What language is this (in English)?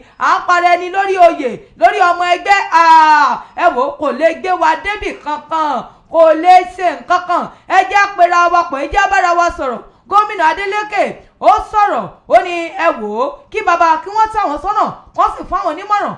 Yoruba